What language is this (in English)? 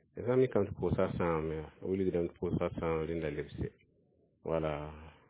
Mossi